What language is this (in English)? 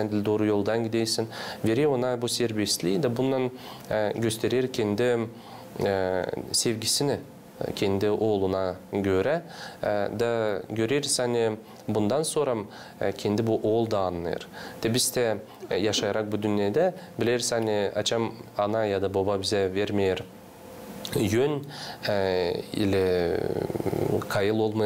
Gagauz